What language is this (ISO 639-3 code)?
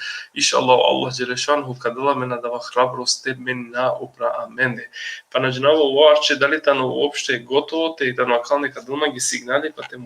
rmn